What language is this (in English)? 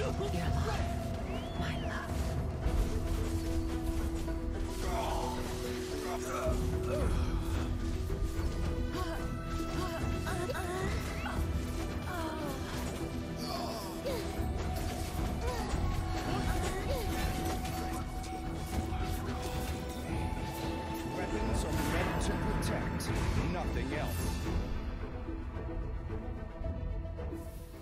English